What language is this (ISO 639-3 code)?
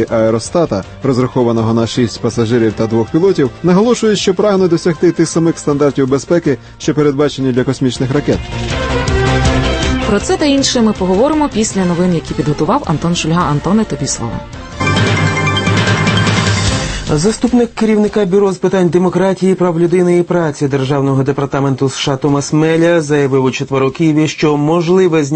ukr